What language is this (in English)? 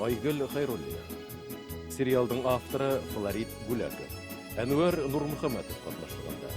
Bashkir